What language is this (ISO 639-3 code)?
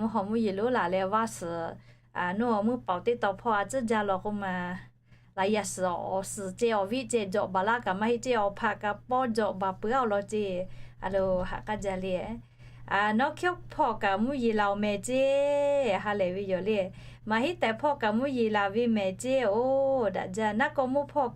lhu